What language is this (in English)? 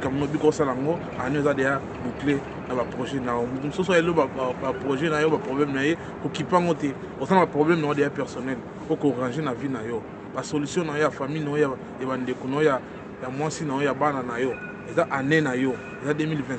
Lingala